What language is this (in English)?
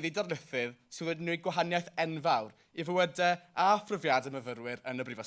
Welsh